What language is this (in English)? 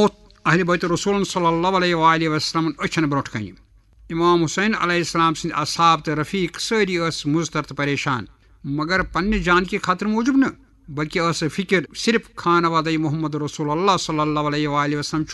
Kashmiri